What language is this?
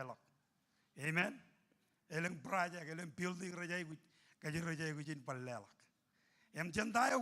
Marshallese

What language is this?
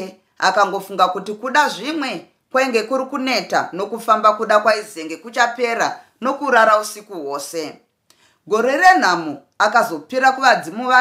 Shona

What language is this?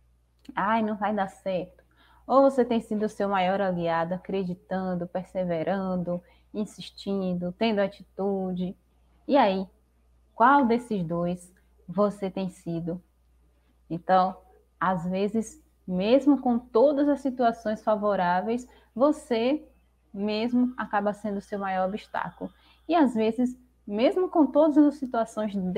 Portuguese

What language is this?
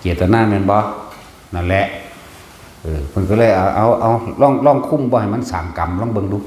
Northeastern Thai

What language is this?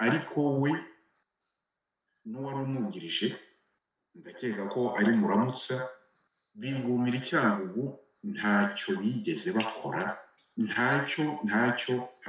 Kinyarwanda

